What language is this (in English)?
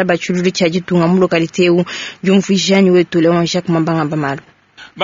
Luba-Lulua